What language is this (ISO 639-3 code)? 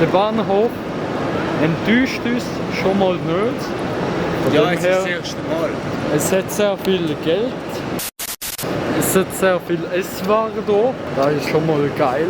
gsw